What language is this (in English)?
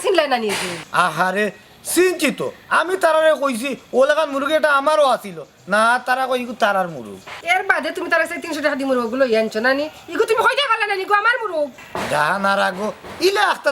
Sylheti